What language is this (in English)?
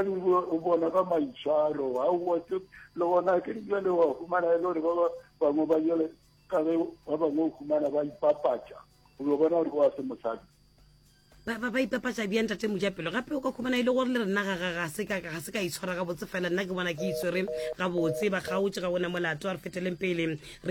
Northern Sotho